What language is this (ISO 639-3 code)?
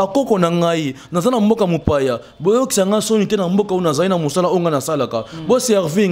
lin